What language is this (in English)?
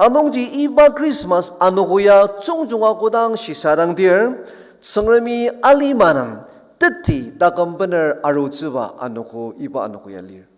Ao Naga